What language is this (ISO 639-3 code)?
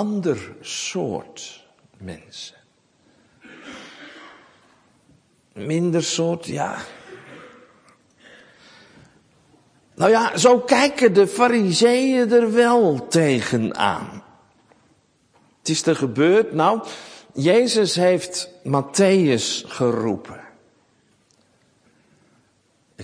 nld